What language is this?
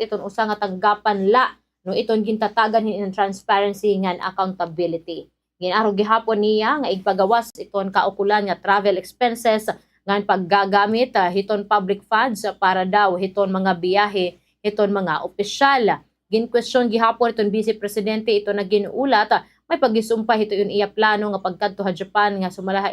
Waray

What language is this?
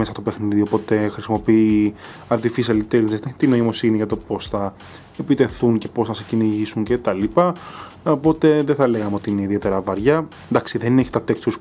Greek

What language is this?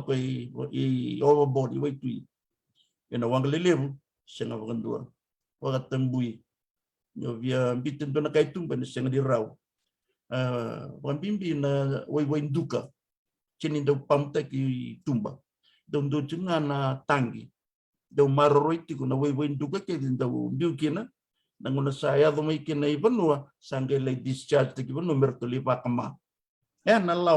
Fijian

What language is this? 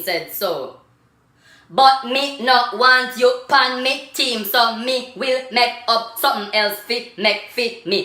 Jamaican Creole English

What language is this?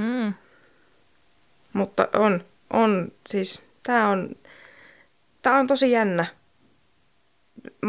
Finnish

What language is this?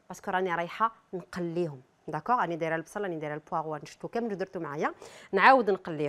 Algerian Arabic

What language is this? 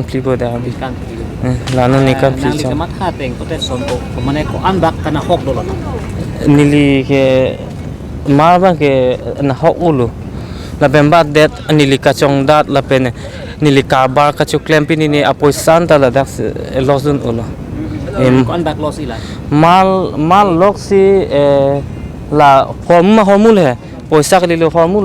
Karbi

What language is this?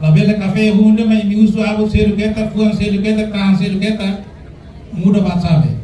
Tetum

